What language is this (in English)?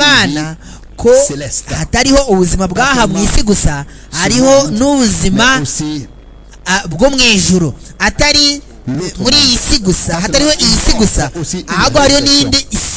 Kinyarwanda